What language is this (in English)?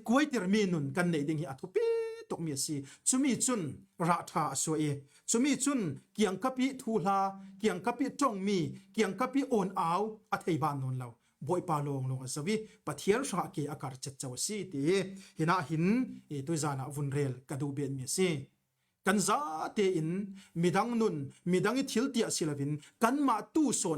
Falam Chin